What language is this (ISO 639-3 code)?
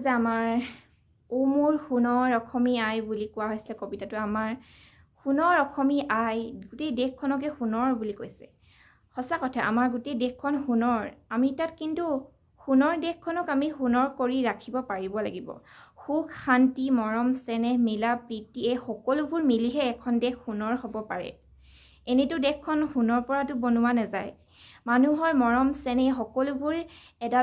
asm